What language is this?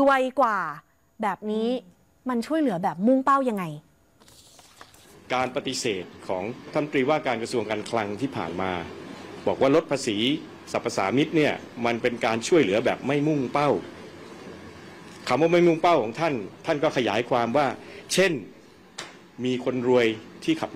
Thai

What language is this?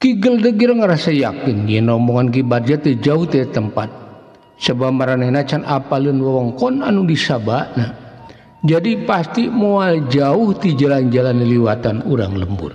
Sundanese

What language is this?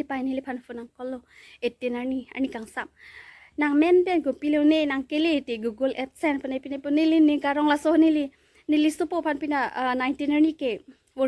Karbi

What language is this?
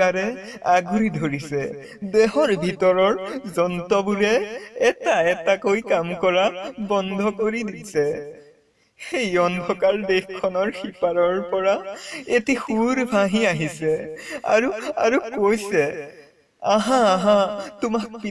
Assamese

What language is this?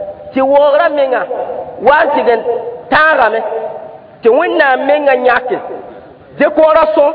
Mossi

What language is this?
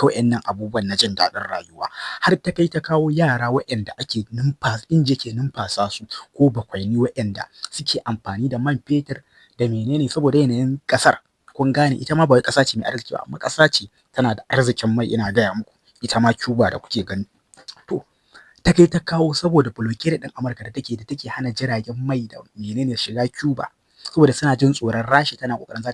Hausa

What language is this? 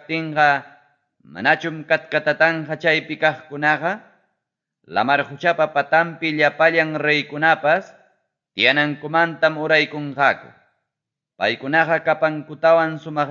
Ayacucho Quechua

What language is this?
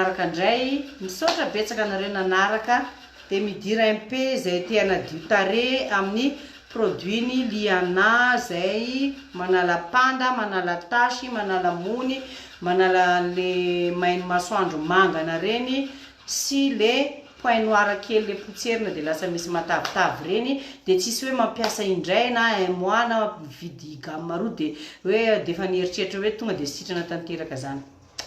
Malagasy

